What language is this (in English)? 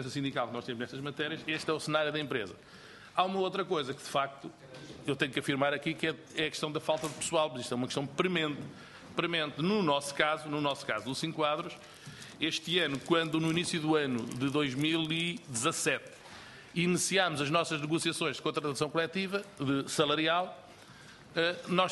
Portuguese